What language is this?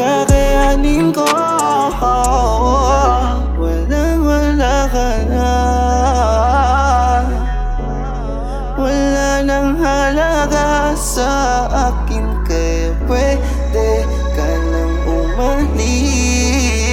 Filipino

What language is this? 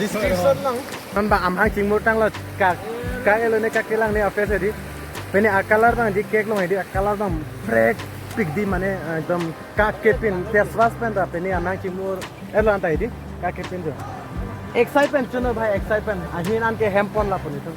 Karbi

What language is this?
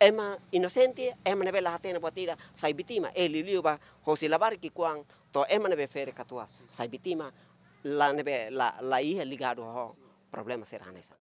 Tetum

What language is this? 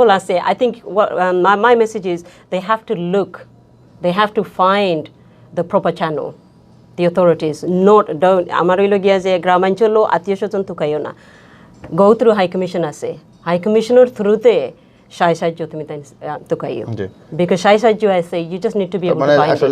Sylheti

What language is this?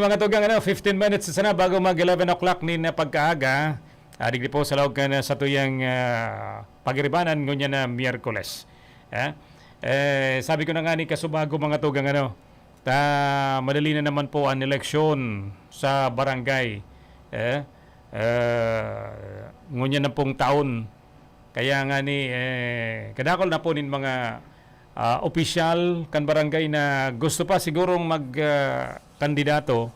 Bikol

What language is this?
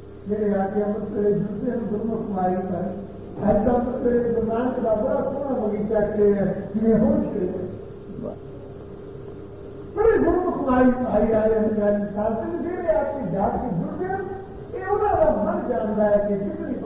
Urdu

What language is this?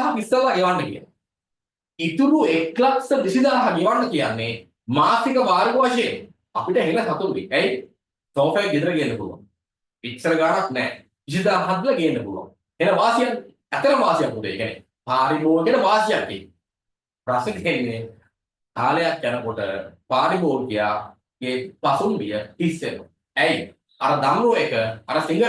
Sinhala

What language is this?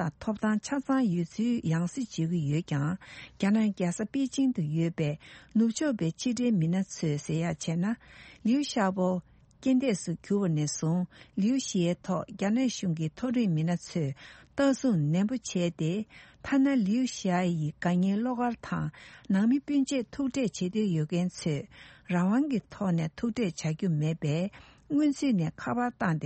Tibetan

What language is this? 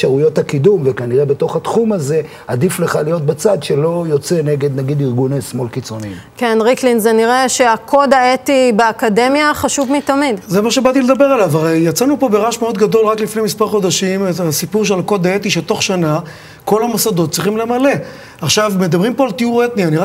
Hebrew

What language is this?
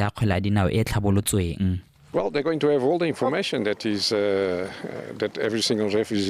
Tswana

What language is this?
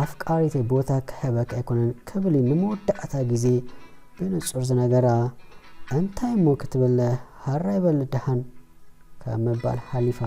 Tigrinya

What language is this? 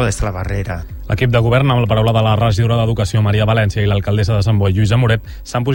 Catalan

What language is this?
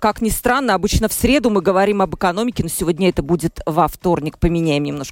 Russian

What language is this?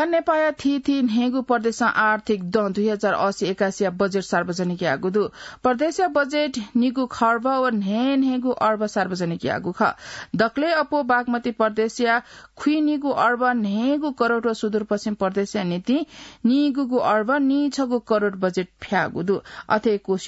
Newari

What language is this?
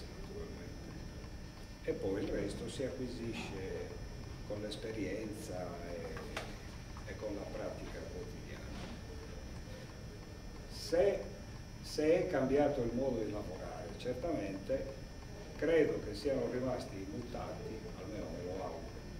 Italian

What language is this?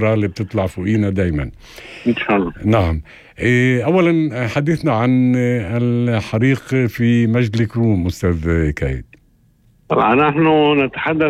North Levantine Arabic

